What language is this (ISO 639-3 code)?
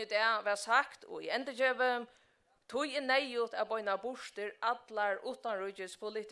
fao